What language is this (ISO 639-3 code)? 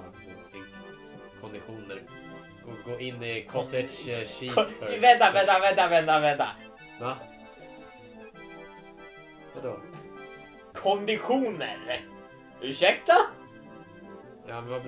swe